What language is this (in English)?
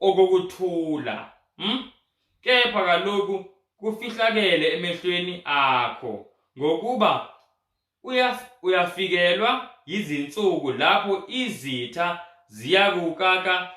Zulu